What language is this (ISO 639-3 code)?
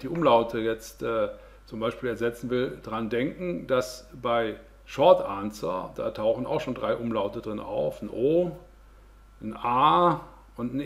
deu